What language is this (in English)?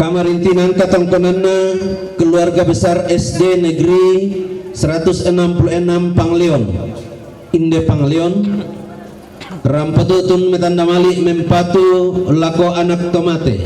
Toraja-Sa'dan